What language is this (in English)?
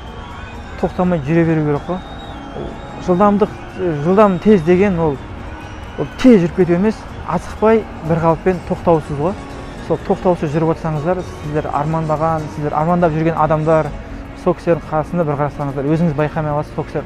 Kazakh